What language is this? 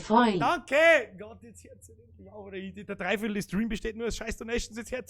Bavarian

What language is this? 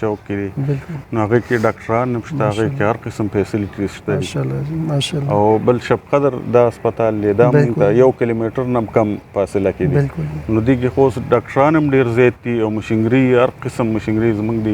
Pashto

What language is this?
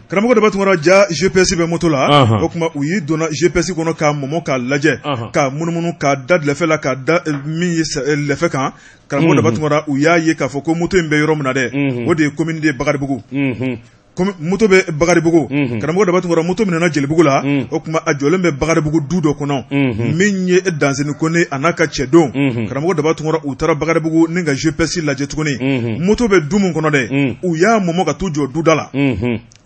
Bambara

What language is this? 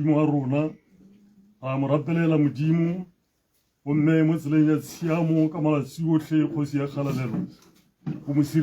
Tswana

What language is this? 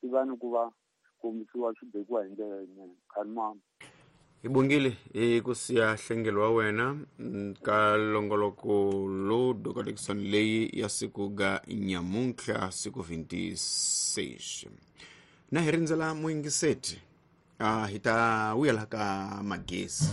Tsonga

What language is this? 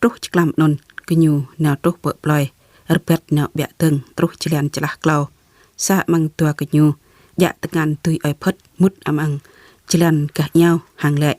Jarai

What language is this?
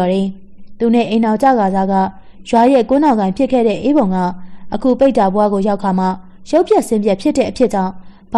Burmese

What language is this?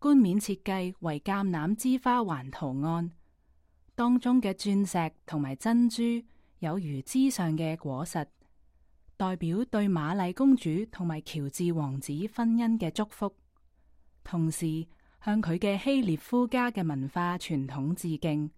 Cantonese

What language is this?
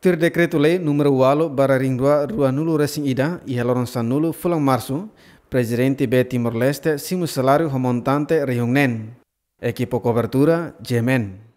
Tetum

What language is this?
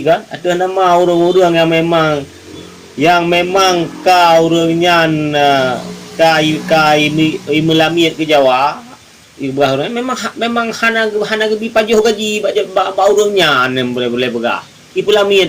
Achinese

